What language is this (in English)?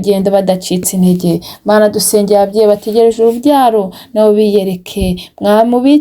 Kinyarwanda